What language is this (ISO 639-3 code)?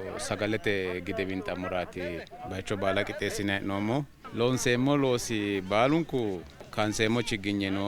sid